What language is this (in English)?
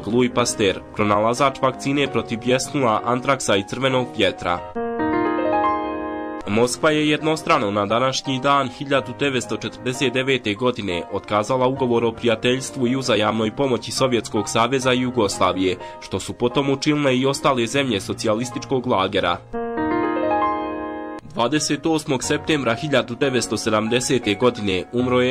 Bosnian